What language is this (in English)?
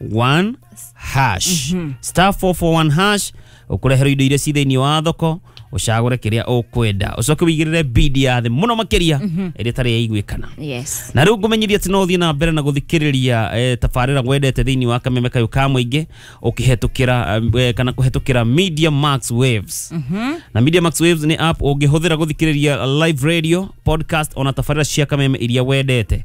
Kikuyu